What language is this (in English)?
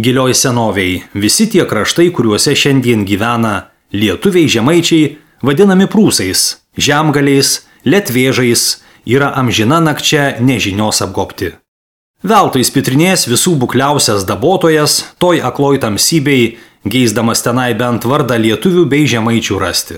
Lithuanian